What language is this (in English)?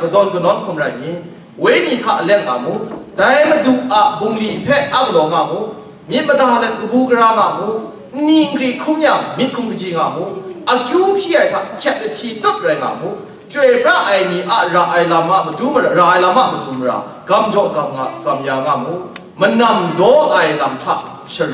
Kachin